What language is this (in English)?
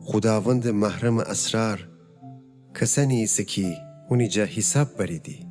Gilaki